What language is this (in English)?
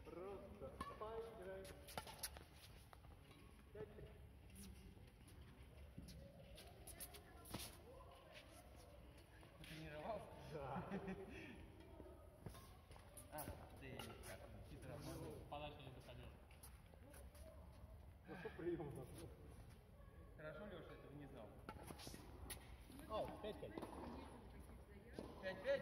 Russian